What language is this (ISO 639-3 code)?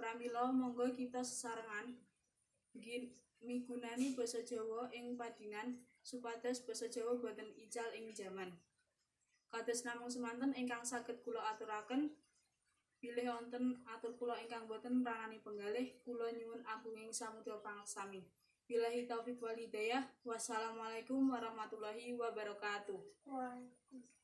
jav